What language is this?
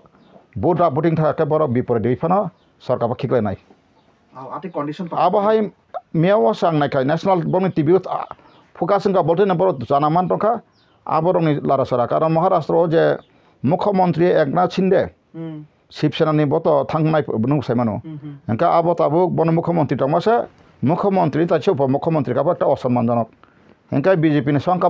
Kok Borok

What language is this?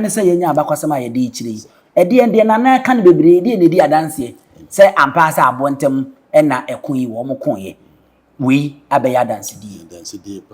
Akan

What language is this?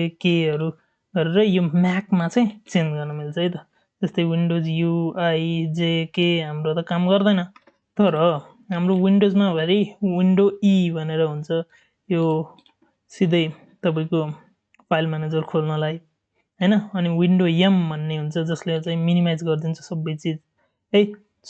Nepali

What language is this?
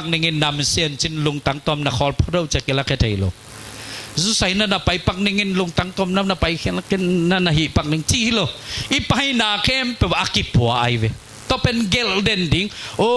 Tedim Chin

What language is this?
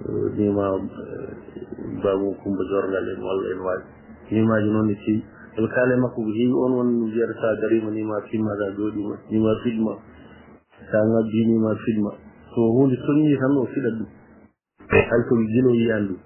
Fula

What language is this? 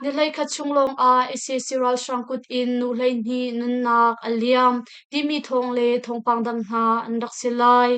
Hakha Chin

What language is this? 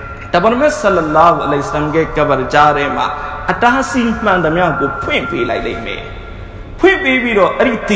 Burmese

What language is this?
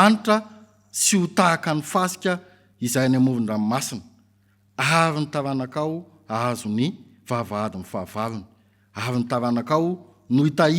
Malagasy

